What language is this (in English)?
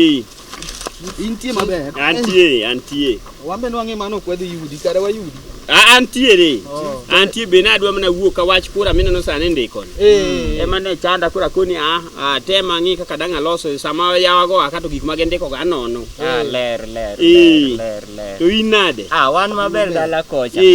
Luo (Kenya and Tanzania)